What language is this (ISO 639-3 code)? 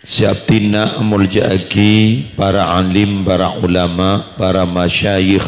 mad